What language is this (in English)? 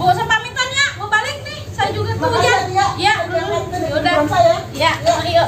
Betawi